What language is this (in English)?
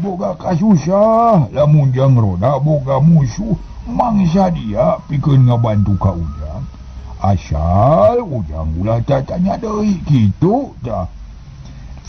Sundanese